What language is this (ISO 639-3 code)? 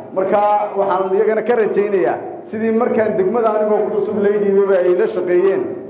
som